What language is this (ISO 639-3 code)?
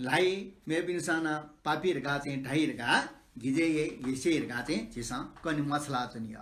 new